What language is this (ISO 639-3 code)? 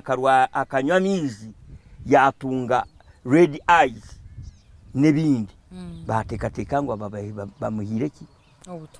nyn